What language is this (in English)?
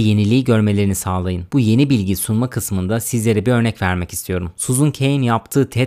Turkish